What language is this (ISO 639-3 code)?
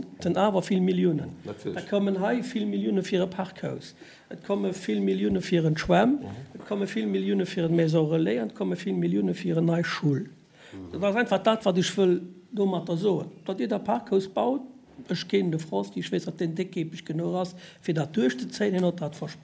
ltz